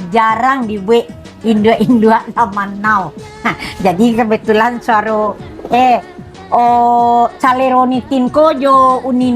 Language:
Minangkabau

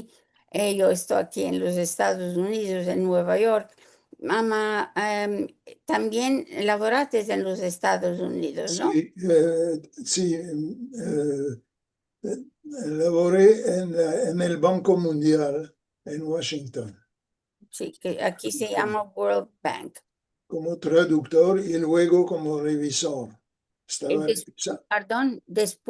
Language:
Ladino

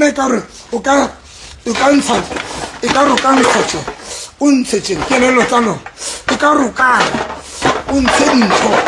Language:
Southern Sotho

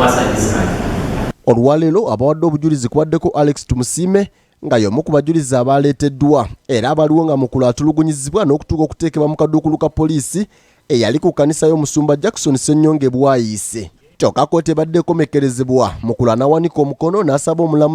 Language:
Ganda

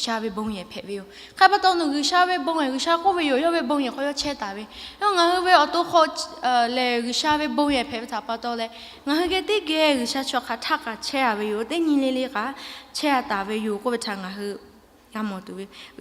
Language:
Lahu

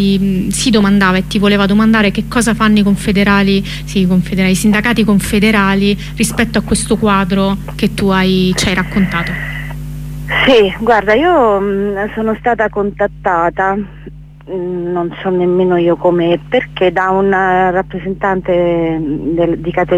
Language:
Italian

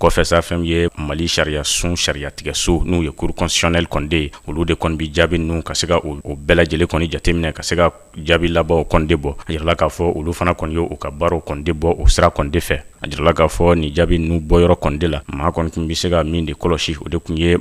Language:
Bambara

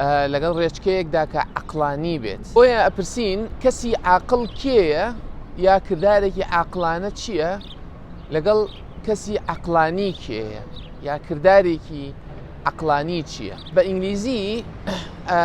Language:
Central Kurdish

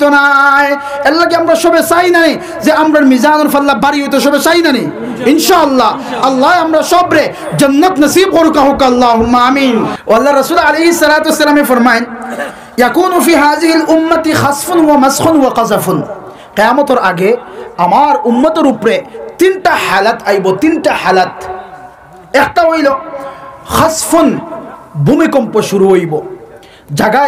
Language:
Sylheti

